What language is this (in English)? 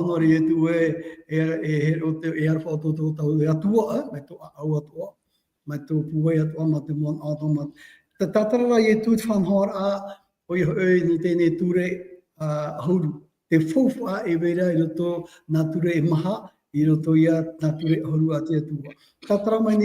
Tahitian